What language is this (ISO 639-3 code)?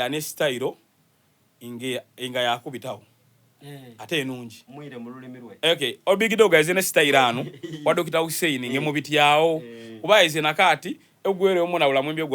xog